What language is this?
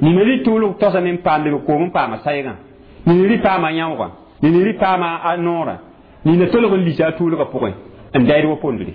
Mossi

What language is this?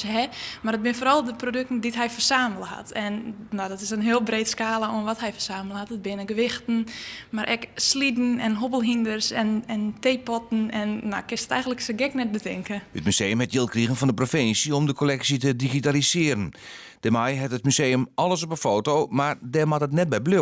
Western Frisian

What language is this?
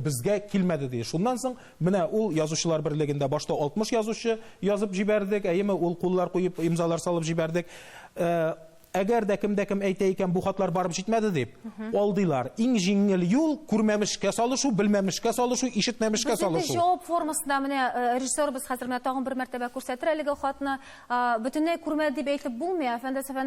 Tatar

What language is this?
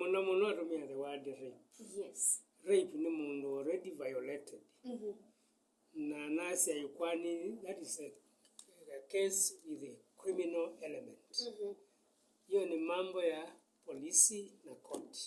Kamba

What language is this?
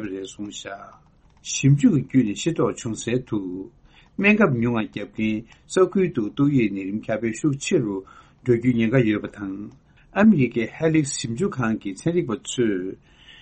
Tibetan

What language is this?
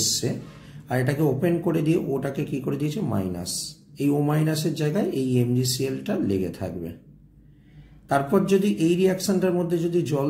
Bangla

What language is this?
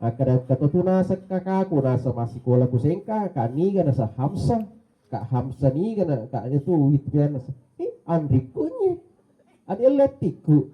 Buginese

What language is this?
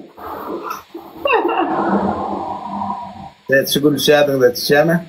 Turkmen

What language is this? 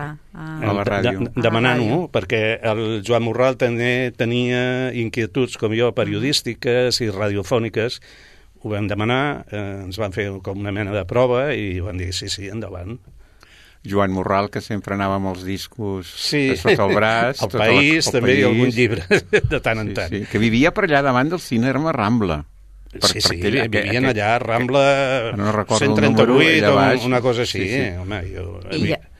Catalan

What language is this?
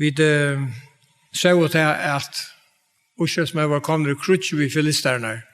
Faroese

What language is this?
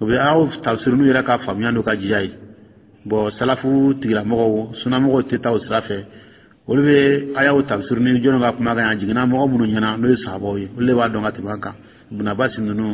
Dyula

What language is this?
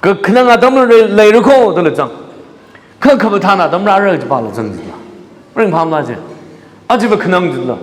Tangkhul Naga (India)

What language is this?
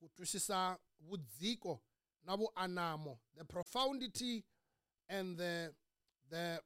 Tsonga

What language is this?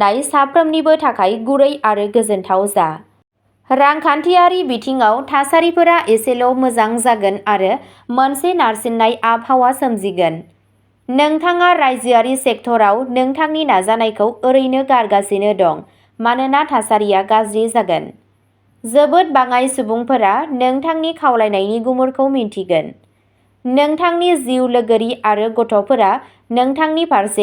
Bodo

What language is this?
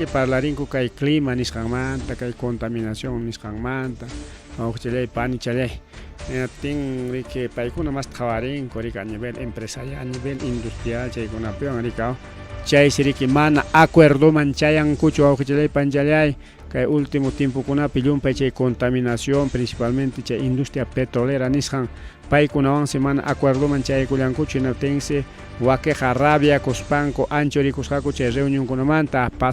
Ayacucho Quechua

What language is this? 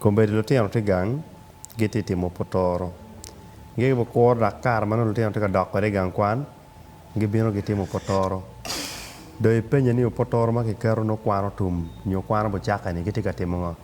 Acoli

